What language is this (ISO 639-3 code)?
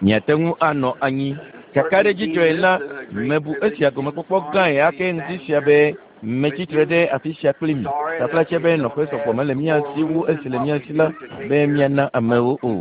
ewe